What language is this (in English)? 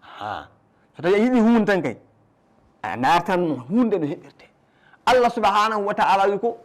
Fula